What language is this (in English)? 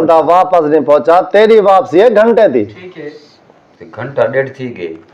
Saraiki